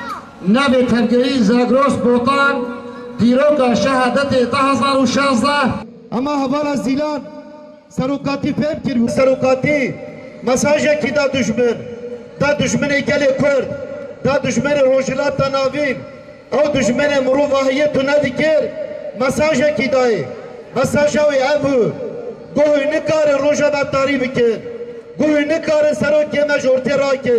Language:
Kurdish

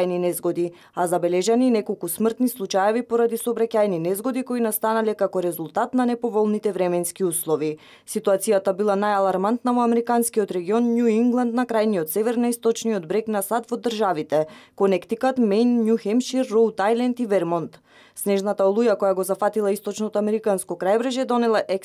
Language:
Macedonian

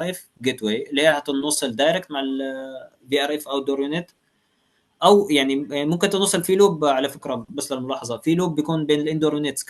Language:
Egyptian Arabic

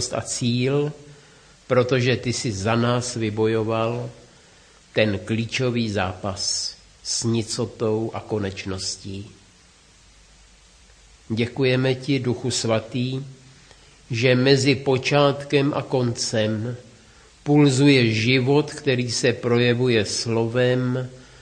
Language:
Czech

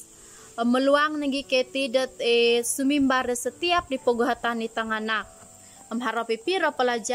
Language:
Central Dusun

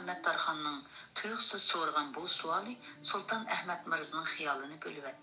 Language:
Uyghur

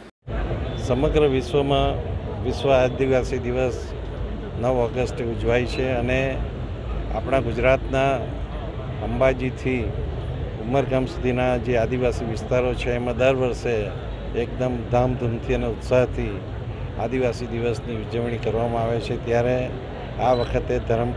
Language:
Gujarati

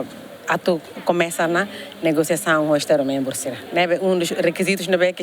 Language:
Tetum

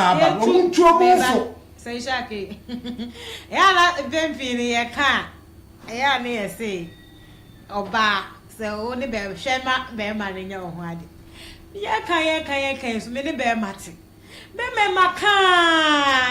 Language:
Akan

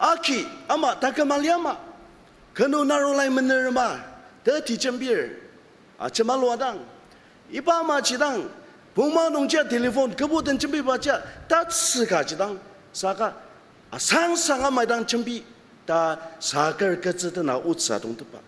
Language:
Ao Naga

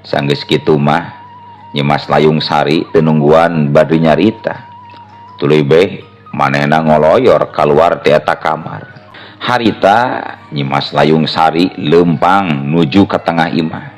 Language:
Sundanese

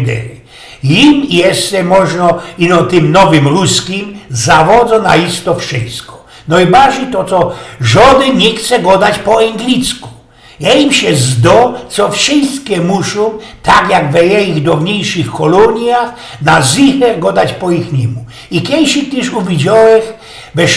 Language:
Silesian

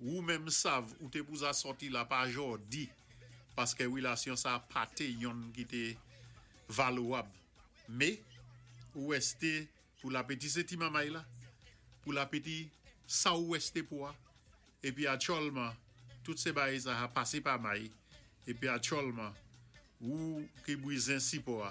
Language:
Saint Lucian Creole French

